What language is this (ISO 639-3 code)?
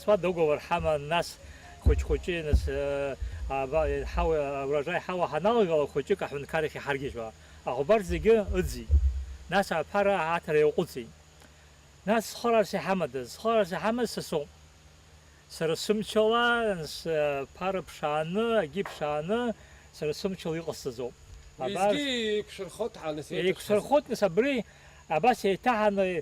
abk